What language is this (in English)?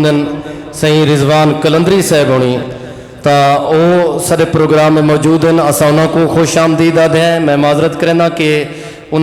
Saraiki